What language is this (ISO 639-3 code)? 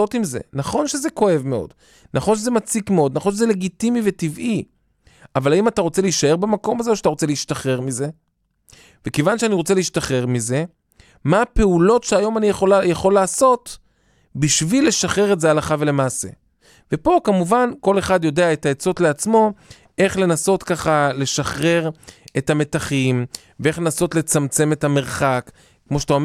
heb